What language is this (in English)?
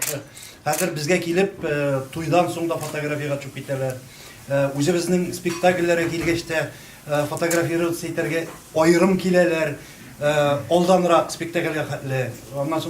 Tatar